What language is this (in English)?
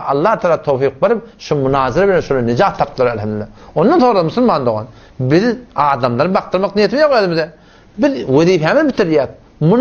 Turkmen